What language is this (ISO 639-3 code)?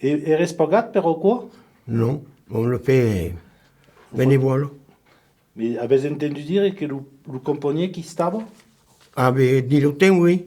oci